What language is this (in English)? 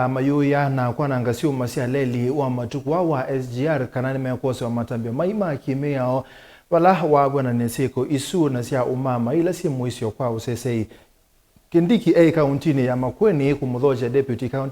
Kamba